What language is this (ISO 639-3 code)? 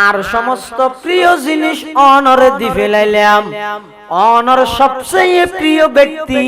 ctg